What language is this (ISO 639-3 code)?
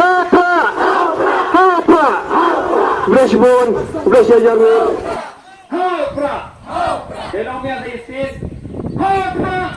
kha